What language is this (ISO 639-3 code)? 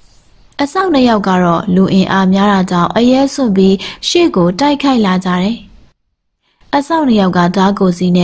mya